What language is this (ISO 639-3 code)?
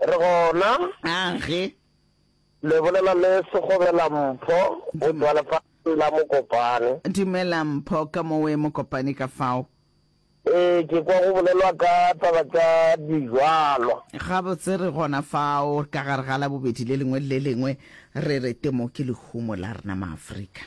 nso